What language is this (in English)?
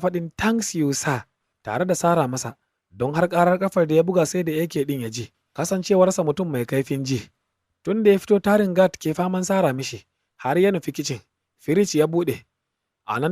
Hausa